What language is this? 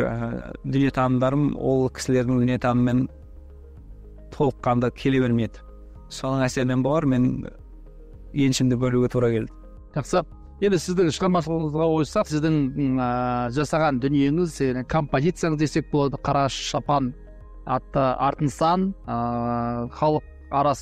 Kazakh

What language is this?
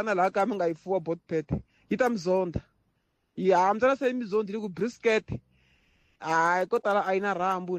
Tsonga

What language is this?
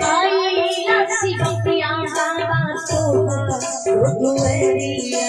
Maithili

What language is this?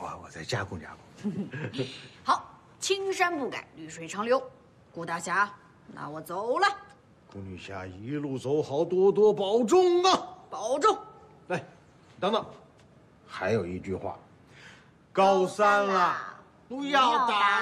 Chinese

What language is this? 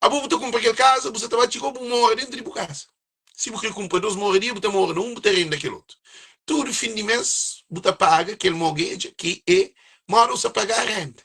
Kabuverdianu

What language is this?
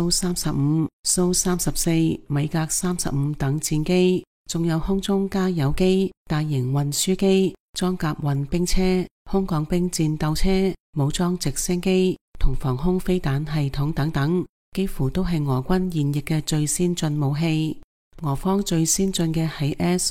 Cantonese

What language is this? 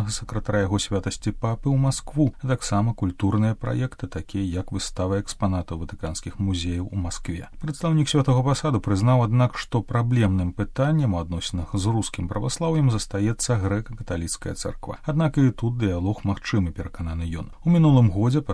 Belarusian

